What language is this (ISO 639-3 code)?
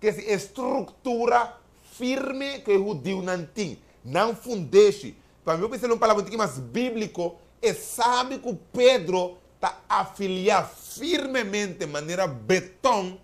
pap